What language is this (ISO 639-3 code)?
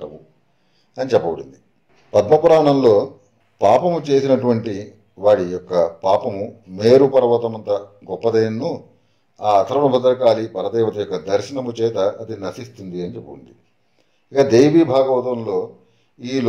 tel